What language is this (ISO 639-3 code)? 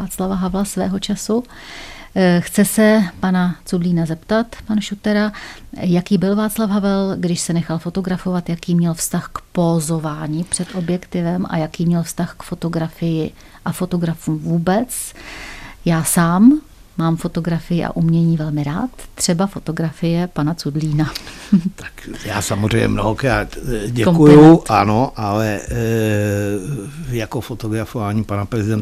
ces